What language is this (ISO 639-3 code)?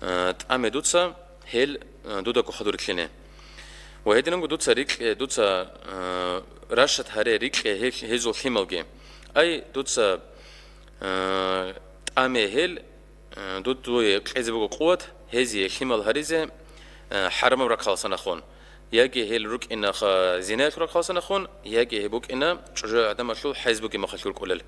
ava